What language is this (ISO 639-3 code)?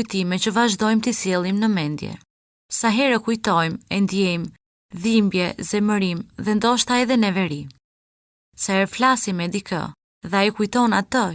sqi